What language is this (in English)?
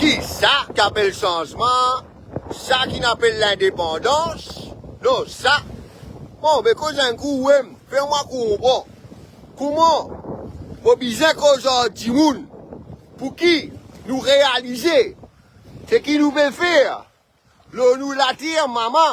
Morisyen